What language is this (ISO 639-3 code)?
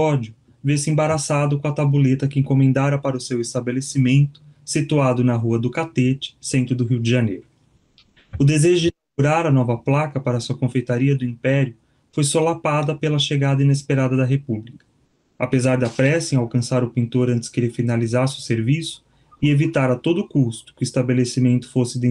por